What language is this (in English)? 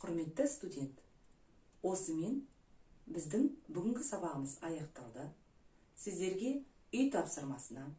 Kazakh